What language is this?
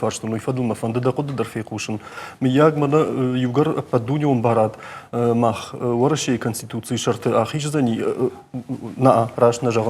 Ossetic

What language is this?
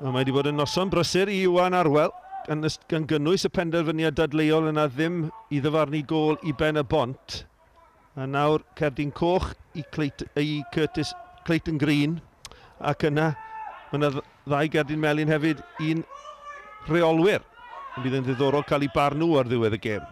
Welsh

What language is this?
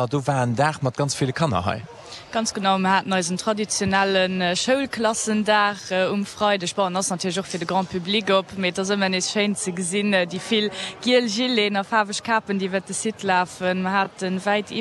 Luxembourgish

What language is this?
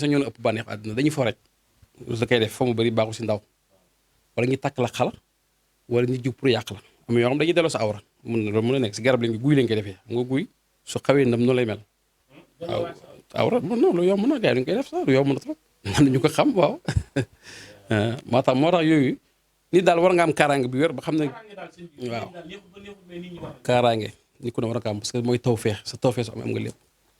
Wolof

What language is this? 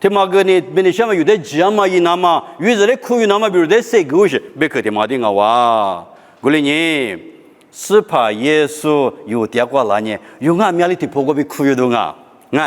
Lisu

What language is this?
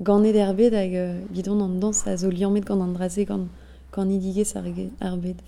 Breton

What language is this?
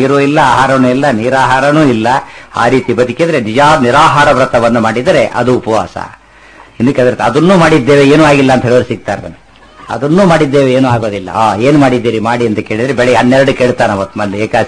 Kannada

